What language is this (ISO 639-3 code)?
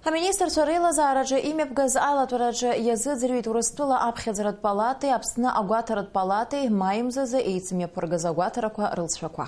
abk